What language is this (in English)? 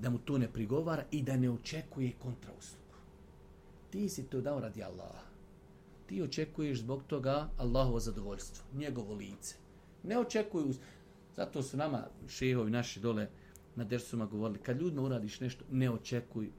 Bosnian